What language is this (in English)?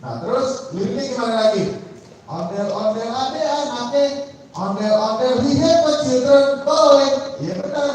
Betawi